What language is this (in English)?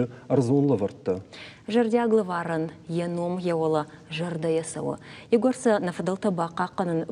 Ossetic